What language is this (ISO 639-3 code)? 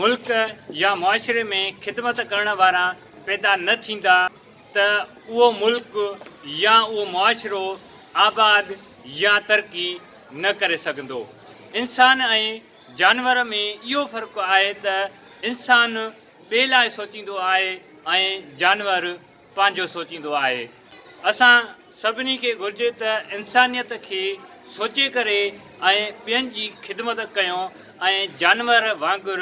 snd